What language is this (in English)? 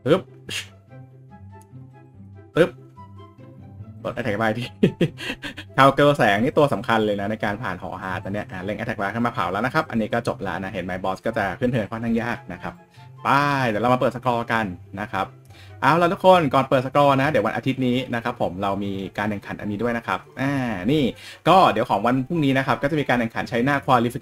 Thai